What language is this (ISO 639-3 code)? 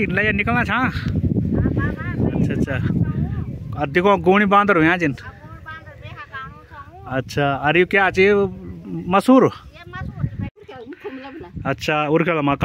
hin